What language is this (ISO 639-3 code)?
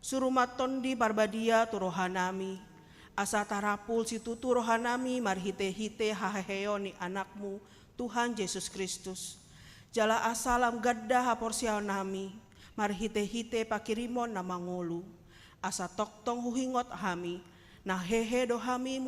bbc